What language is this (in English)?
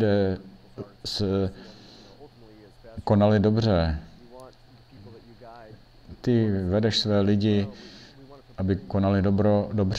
Czech